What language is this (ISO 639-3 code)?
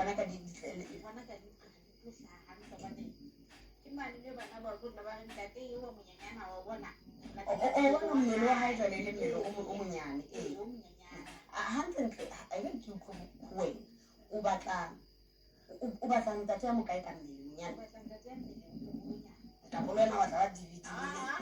sot